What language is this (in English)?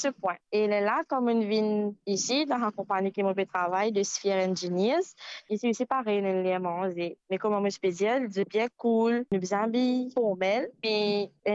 Morisyen